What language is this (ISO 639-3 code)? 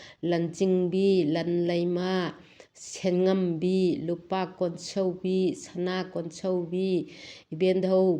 mni